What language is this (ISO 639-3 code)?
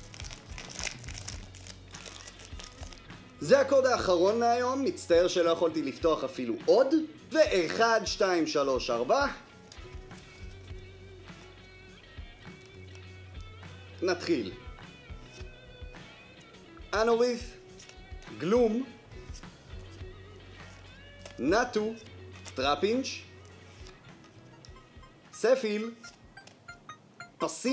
heb